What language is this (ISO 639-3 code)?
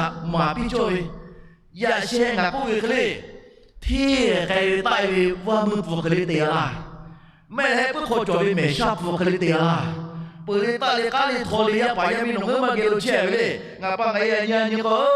lhu